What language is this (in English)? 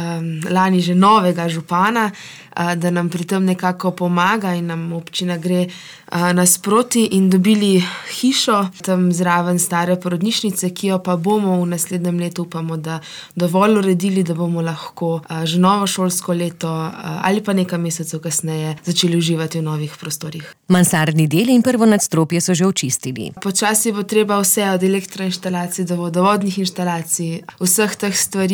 Slovenian